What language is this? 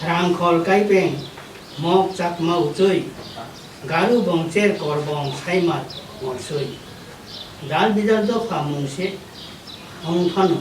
Kok Borok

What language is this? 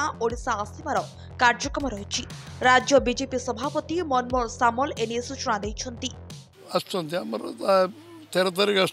Odia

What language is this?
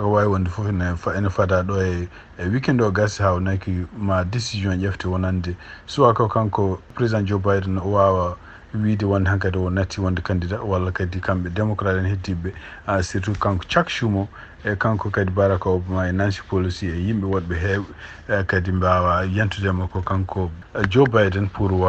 Fula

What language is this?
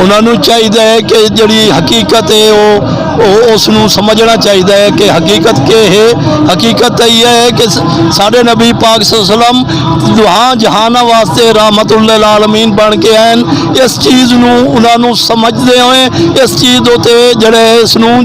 Saraiki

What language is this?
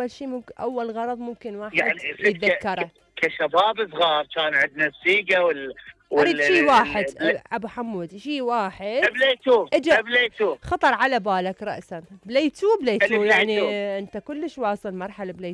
Mesopotamian Arabic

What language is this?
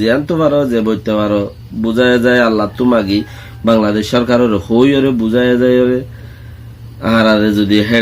Rohingya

